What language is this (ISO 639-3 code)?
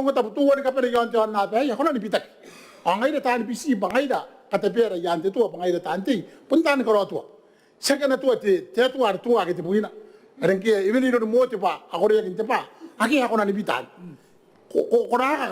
gil